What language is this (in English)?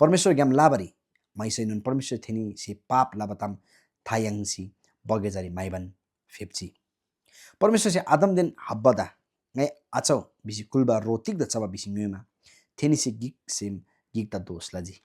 Eastern Tamang